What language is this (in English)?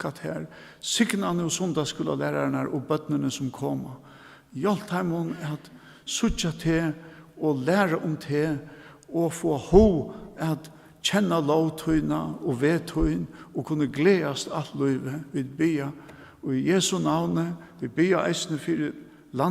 Faroese